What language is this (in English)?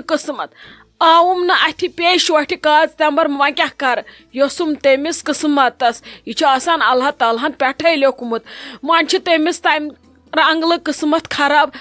Kashmiri